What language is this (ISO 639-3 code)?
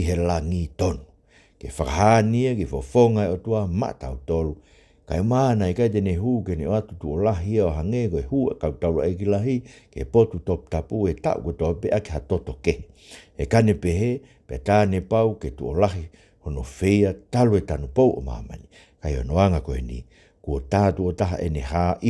ton